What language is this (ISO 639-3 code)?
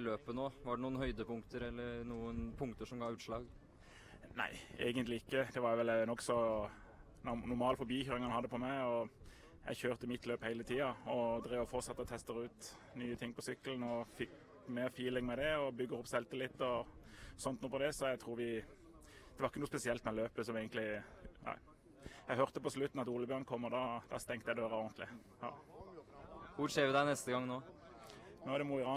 nor